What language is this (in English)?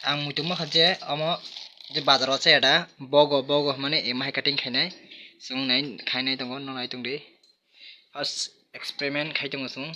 Kok Borok